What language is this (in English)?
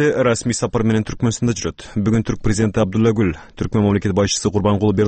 Kyrgyz